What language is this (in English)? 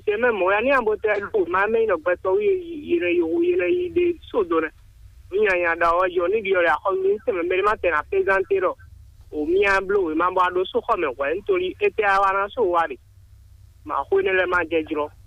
Fon